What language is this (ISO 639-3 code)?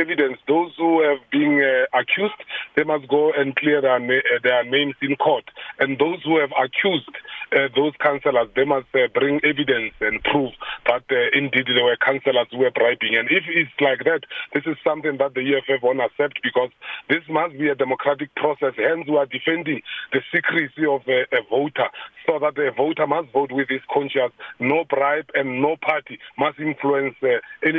eng